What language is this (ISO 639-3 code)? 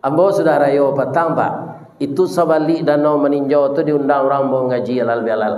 min